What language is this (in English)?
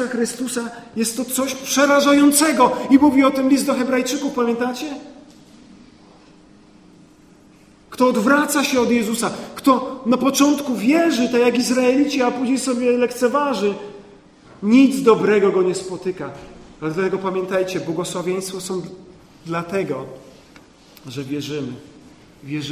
Polish